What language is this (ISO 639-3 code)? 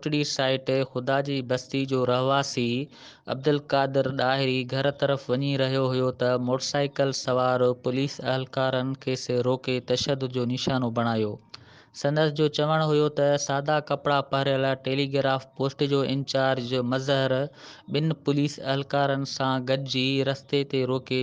snd